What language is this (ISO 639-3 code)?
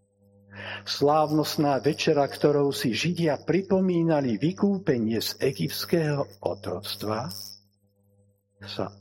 slk